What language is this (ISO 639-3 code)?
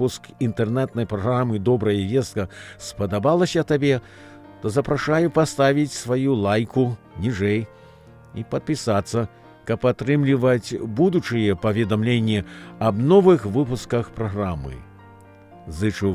bel